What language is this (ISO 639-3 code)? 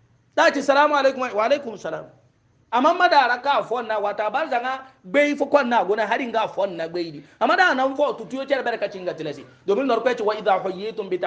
hau